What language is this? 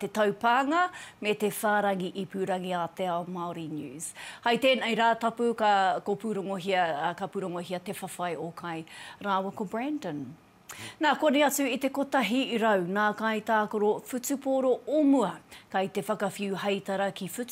Māori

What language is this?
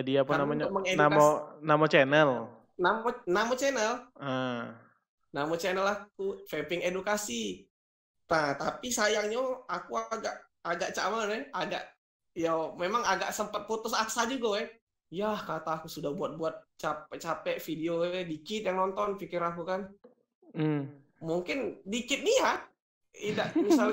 Musi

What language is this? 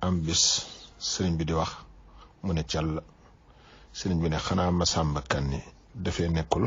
Wolof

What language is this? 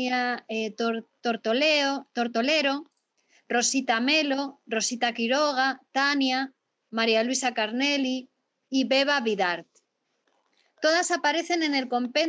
Spanish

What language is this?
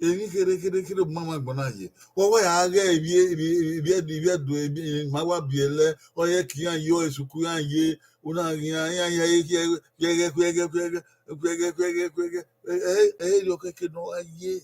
Bini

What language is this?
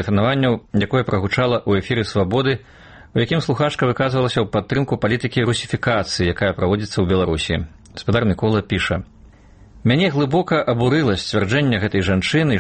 Belarusian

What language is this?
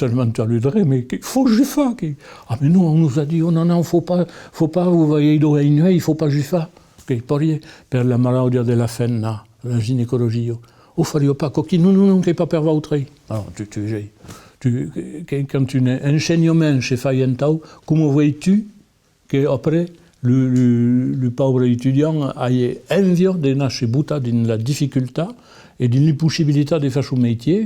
Occitan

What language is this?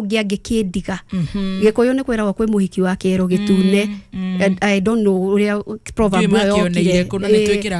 Kikuyu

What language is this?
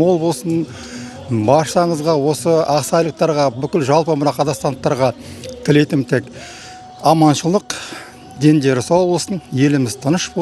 Kazakh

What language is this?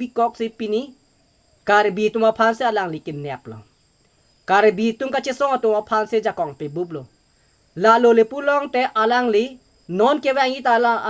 Karbi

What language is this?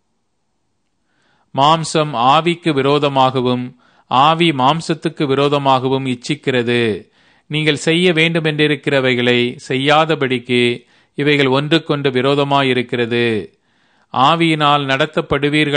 Tamil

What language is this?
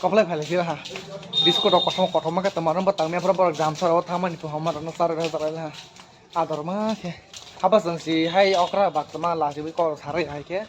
Kok Borok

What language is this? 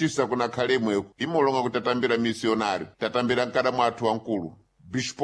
Sena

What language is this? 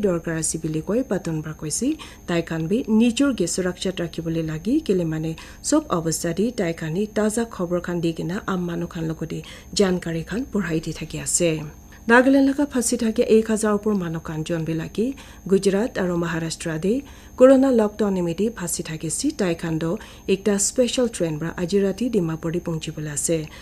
Naga Pidgin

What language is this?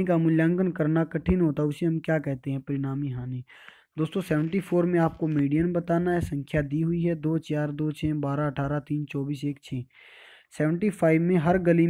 Hindi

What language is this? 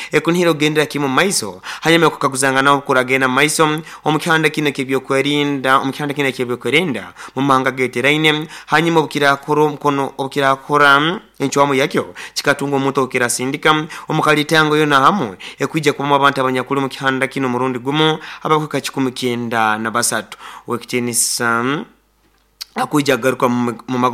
Nyoro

